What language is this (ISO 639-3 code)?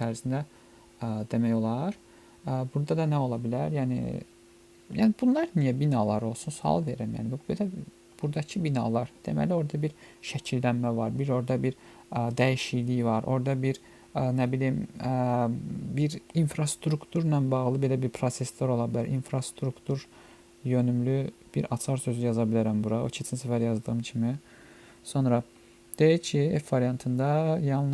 aze